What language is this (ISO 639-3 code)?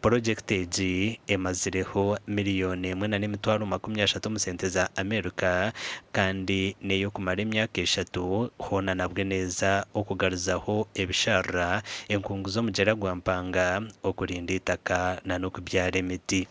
nyn